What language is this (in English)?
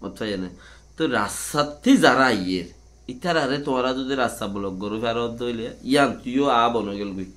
Rohingya